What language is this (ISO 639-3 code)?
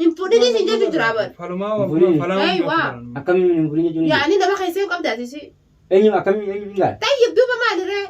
orm